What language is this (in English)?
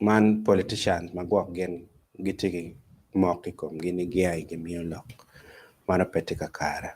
Acoli